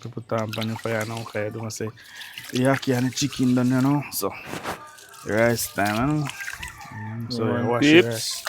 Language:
Jamaican Creole English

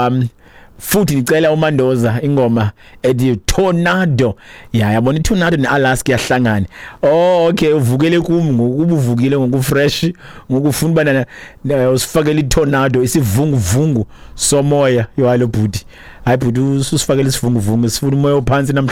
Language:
Xhosa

